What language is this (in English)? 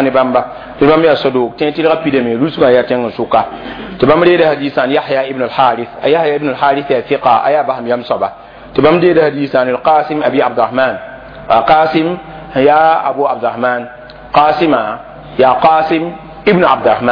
Mossi